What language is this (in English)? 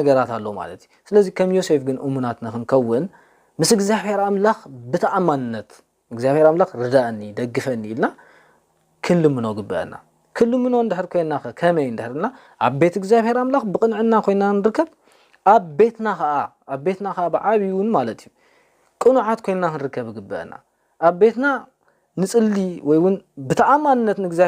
Tigrinya